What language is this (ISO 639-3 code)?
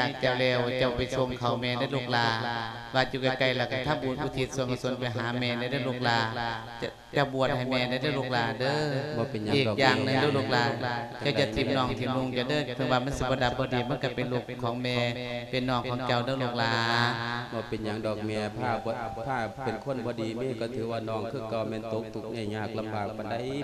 lao